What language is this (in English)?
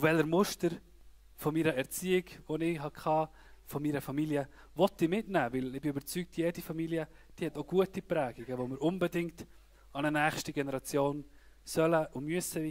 Swiss German